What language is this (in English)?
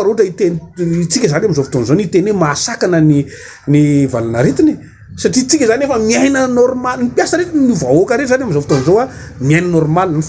Malagasy